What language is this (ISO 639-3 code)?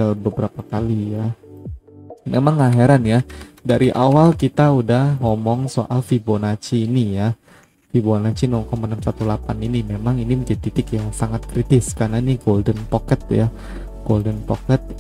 ind